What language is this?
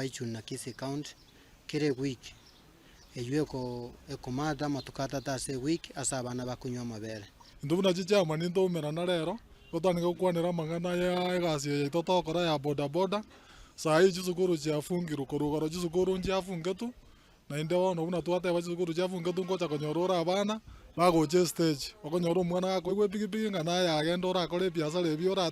Gusii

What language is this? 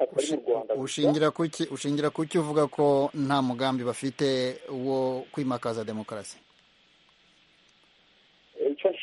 Kinyarwanda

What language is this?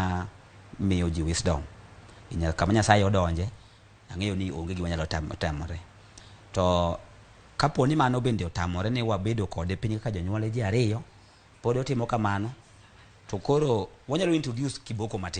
Luo (Kenya and Tanzania)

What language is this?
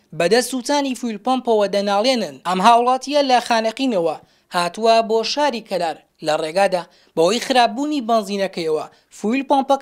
Central Kurdish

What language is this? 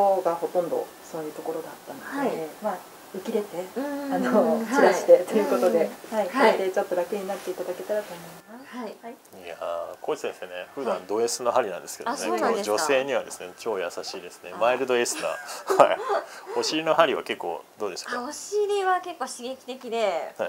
Japanese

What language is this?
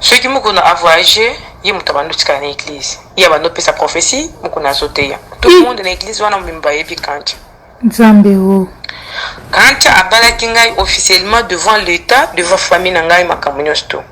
Lingala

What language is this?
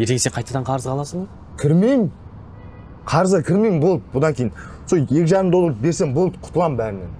Kazakh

